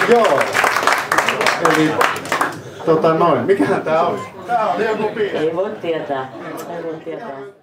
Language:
Finnish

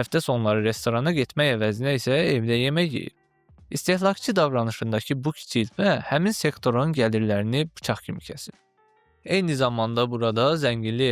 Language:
Azerbaijani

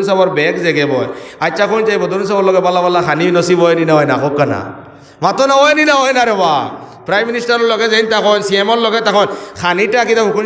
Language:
Sylheti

